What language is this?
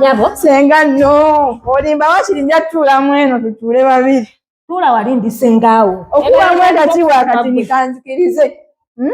Ganda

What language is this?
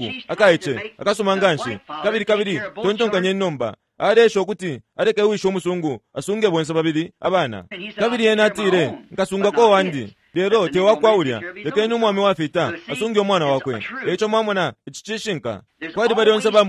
Bemba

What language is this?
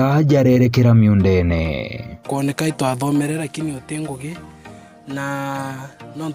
Meru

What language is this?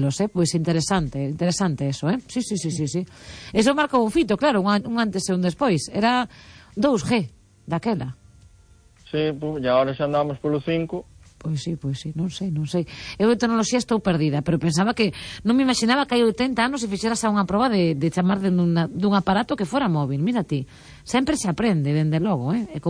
Galician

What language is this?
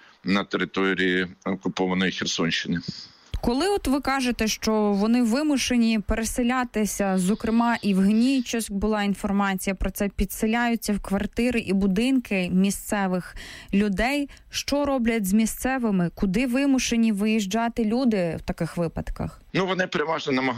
Ukrainian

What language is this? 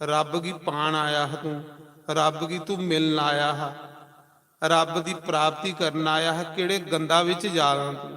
Dogri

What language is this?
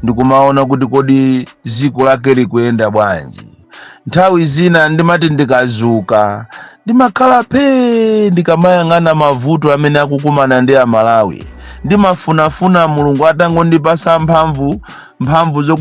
Nyanja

